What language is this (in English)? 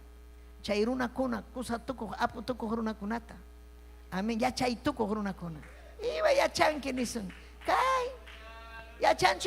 Ayacucho Quechua